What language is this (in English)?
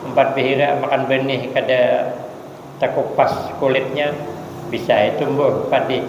Banjar